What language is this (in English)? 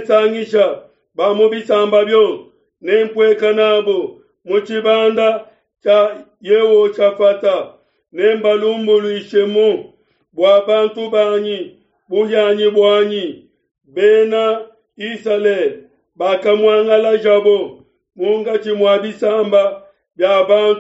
Luba-Lulua